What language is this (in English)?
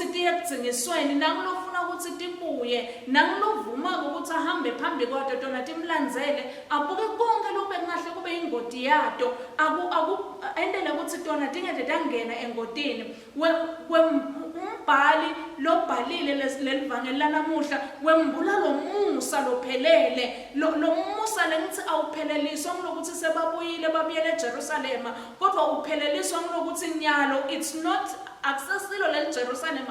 Swati